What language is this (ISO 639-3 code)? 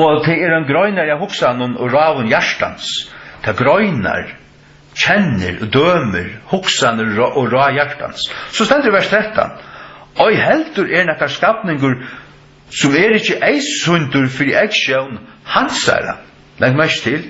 fao